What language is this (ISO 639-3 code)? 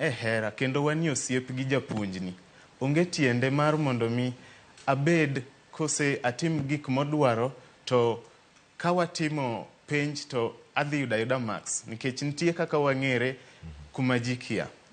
luo